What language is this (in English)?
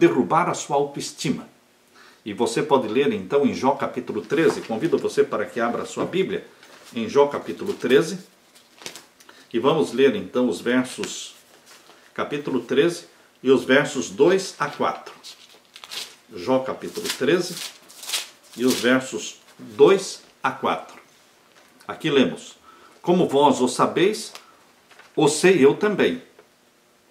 Portuguese